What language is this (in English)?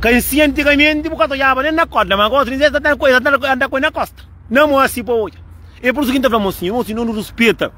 Kabuverdianu